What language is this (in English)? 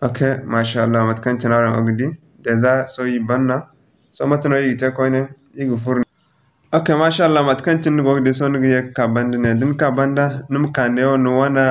Zarma